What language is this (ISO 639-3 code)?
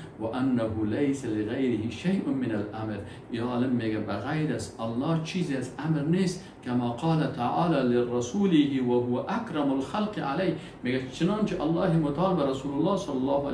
fas